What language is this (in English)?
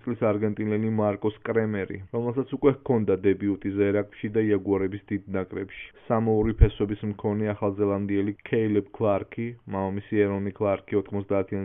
Georgian